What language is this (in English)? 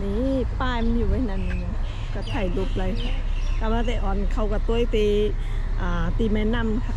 Shan